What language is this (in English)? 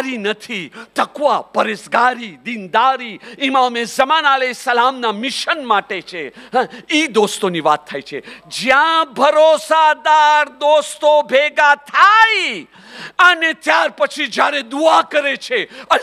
Gujarati